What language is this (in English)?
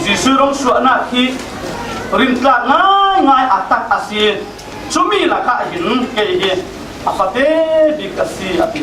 Falam Chin